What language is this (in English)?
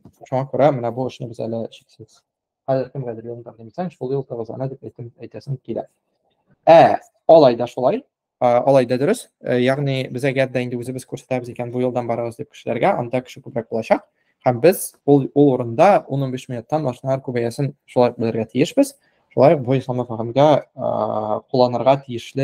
Tatar